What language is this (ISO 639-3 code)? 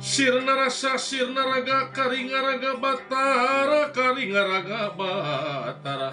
sun